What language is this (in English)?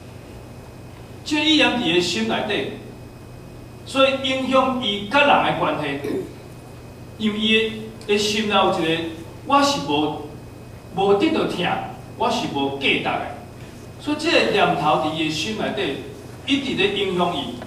Min Nan Chinese